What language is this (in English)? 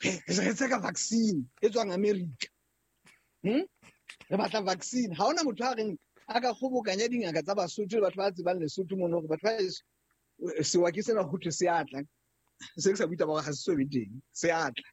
Southern Sotho